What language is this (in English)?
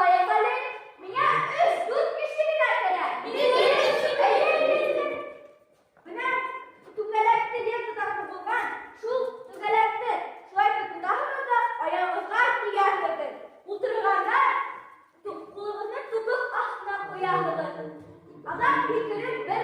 Bashkir